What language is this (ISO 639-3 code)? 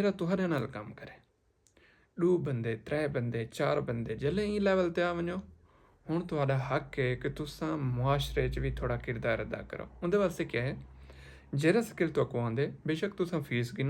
skr